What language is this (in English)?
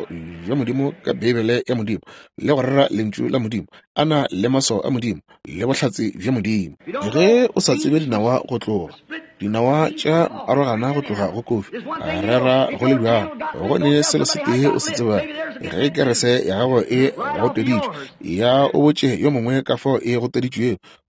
Northern Sotho